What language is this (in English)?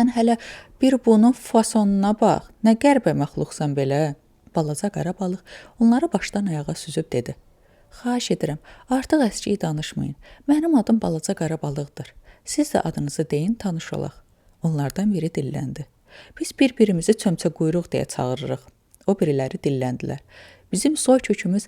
Azerbaijani